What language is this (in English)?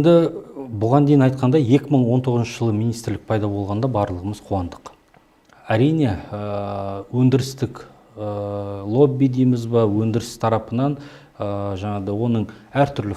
Kazakh